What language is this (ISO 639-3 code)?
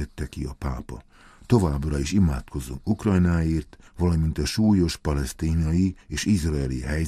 hun